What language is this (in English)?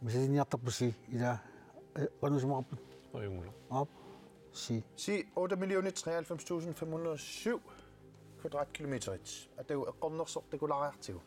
Kalaallisut